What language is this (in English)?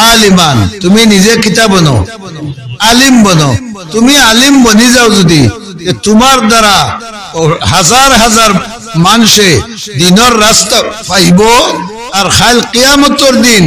Sylheti